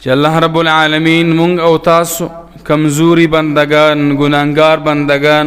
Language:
Pashto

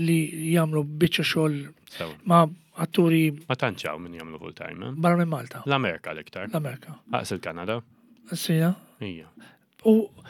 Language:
Maltese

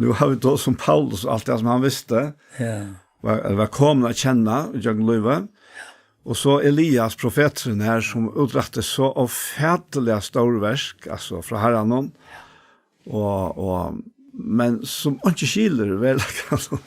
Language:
Faroese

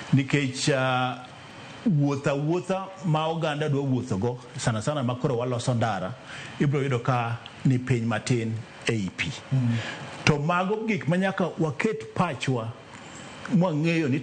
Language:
Luo (Kenya and Tanzania)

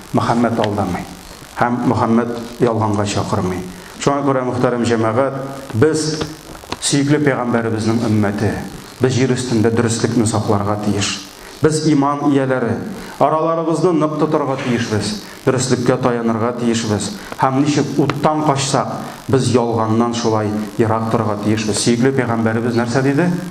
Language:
Tatar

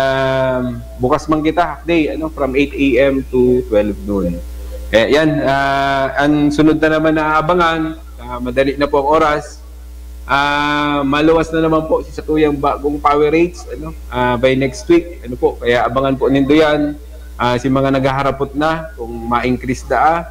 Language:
Bikol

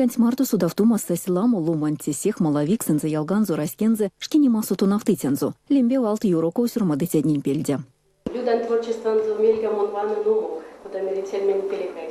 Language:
Erzya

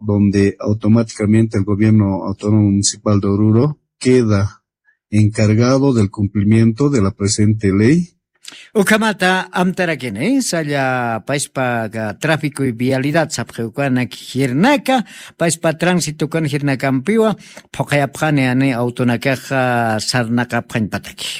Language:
Aymara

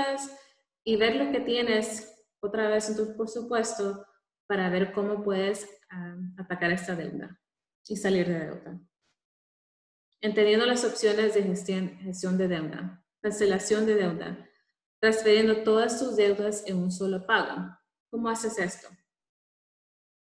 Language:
Spanish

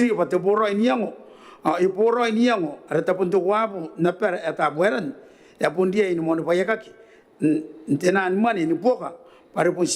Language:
Gilbertese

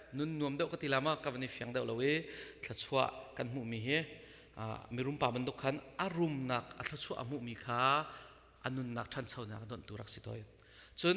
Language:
Hakha Chin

